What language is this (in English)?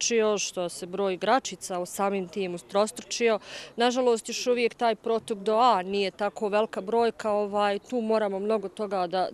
Bosnian